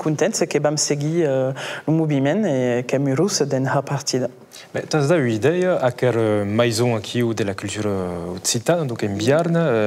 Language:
Occitan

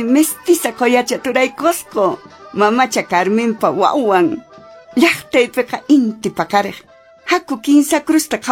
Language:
Quechua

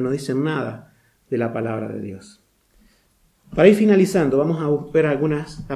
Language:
Spanish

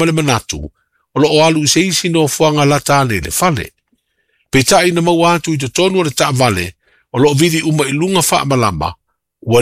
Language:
Samoan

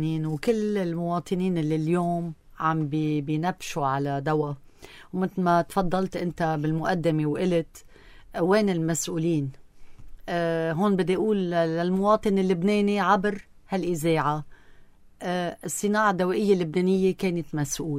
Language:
North Levantine Arabic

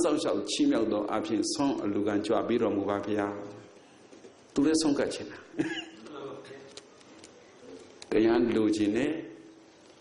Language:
Burmese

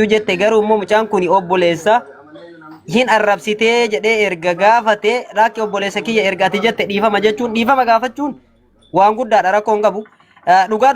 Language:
Oromo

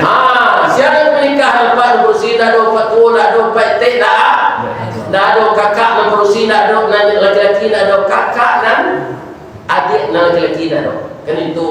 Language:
Minangkabau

